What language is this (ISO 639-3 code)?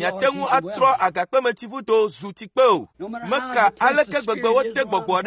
ewe